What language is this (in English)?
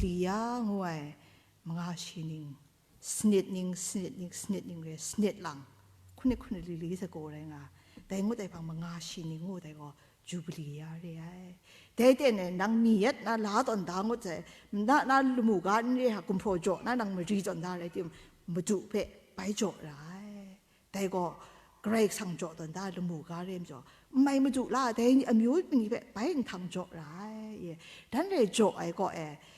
Kachin